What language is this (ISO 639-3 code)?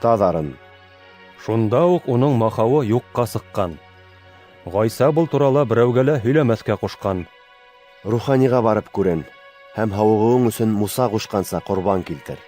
bak